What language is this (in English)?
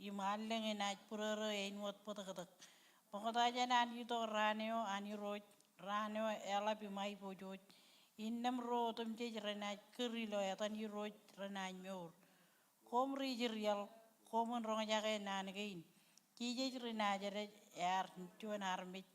Marshallese